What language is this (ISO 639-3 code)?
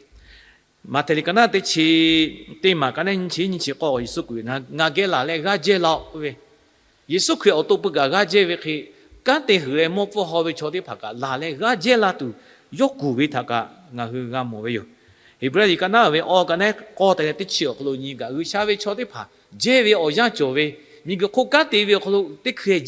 lhu